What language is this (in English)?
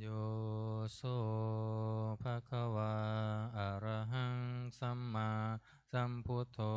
Pali